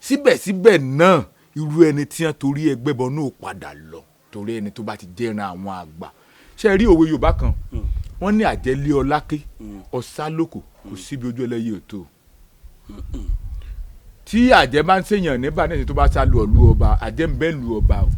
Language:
Yoruba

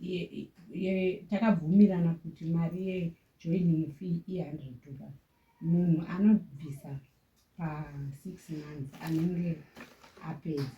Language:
Shona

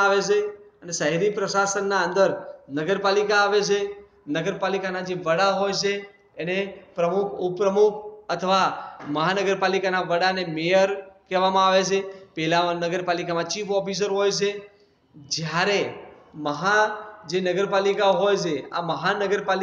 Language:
Gujarati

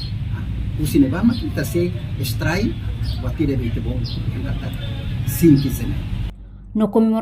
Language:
Tetum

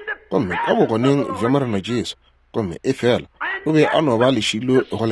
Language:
Northern Sotho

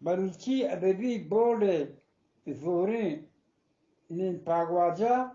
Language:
Eastern Balochi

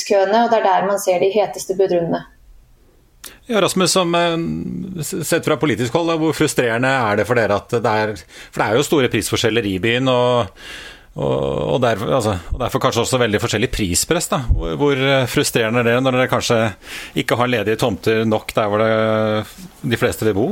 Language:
Norwegian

